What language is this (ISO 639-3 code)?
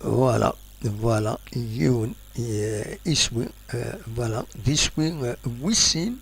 kab